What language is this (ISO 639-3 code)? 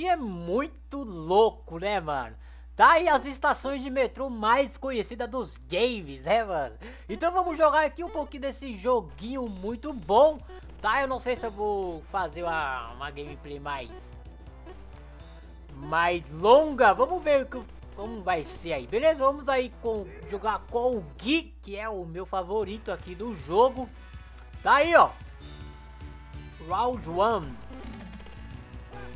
por